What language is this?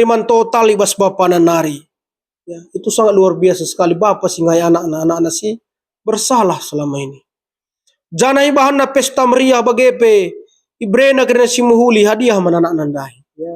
Batak Karo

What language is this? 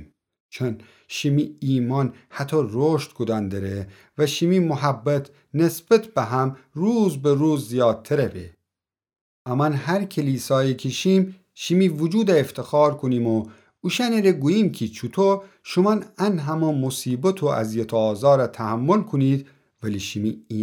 Gilaki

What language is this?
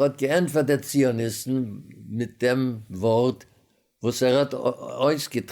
Yiddish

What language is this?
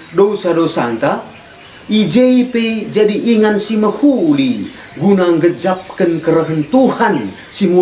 Batak Karo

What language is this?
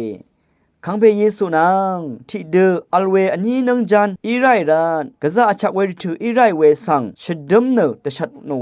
Rawang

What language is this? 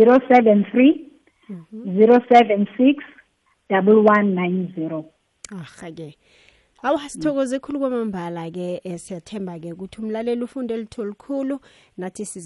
Xhosa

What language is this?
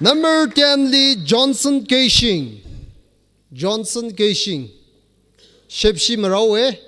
Tangkhul Naga (India)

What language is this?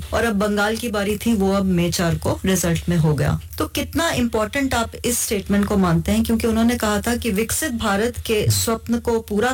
Hindi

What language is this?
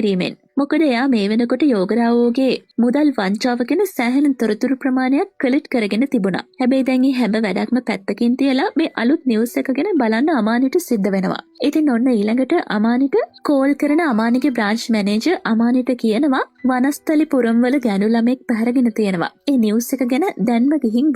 Sinhala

